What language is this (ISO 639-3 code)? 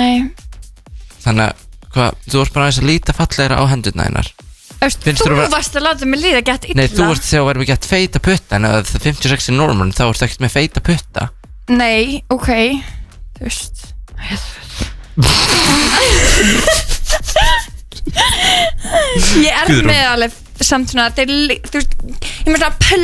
isl